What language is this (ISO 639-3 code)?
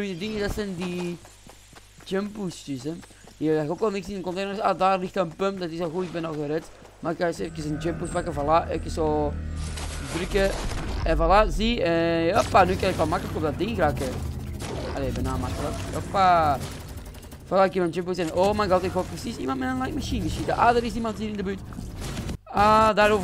nld